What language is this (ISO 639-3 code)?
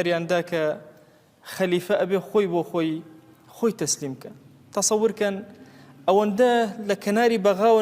ckb